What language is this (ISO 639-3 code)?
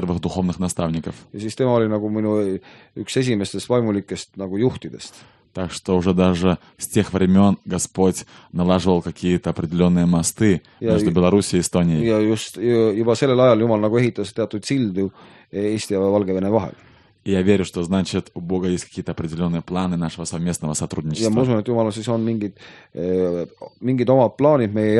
est